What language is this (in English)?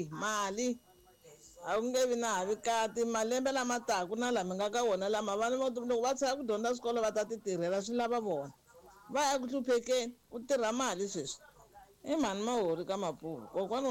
Tsonga